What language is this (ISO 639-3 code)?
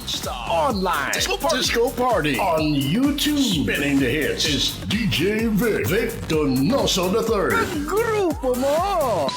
hil